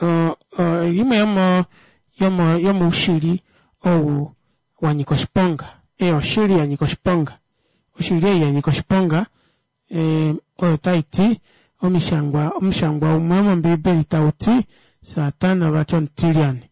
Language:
Kuanyama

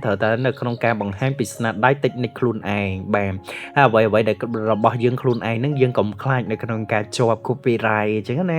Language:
Khmer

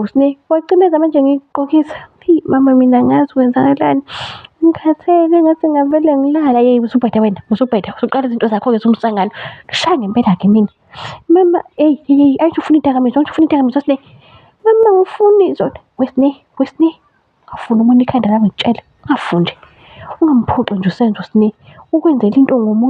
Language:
Zulu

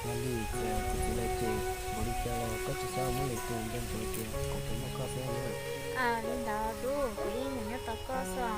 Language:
Hmong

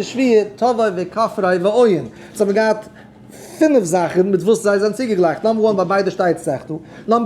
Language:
Yiddish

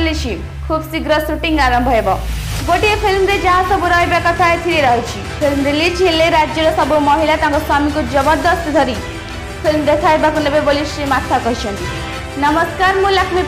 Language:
Odia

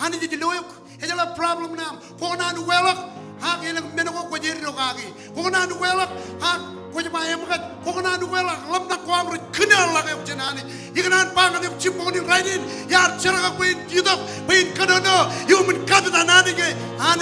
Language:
Marshallese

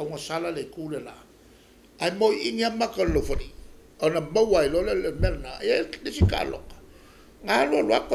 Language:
Samoan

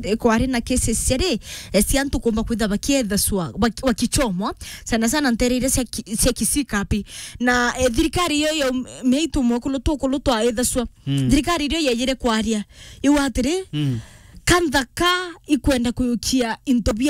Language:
Meru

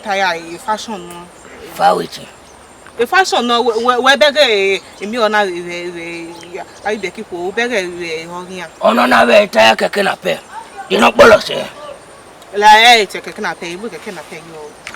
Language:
Bini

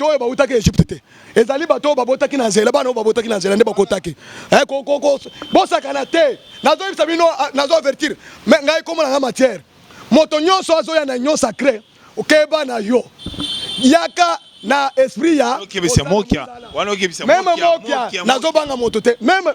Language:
Lingala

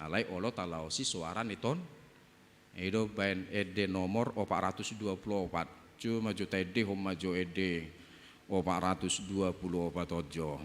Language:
Batak Toba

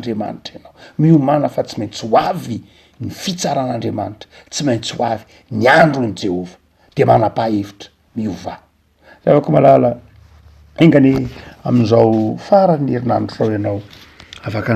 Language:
Malagasy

